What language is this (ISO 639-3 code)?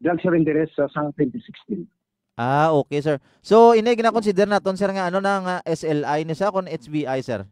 hil